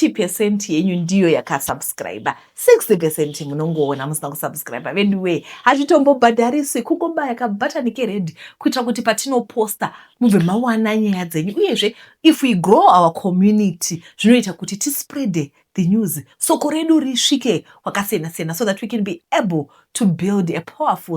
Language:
Shona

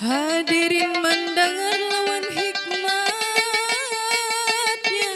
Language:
Banjar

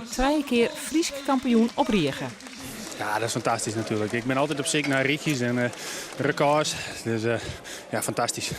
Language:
Western Frisian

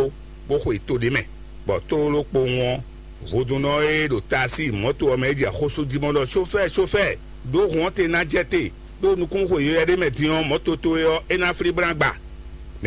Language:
Fon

